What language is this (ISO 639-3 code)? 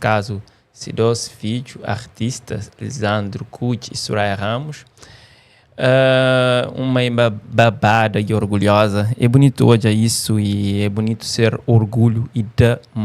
kea